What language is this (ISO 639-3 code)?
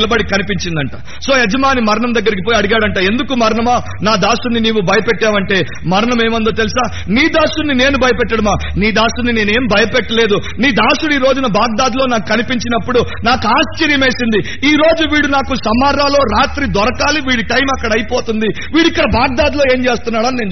tel